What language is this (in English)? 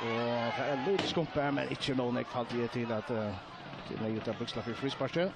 Faroese